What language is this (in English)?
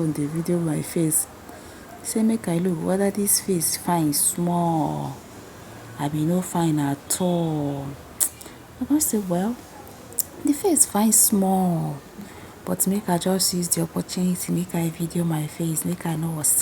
Nigerian Pidgin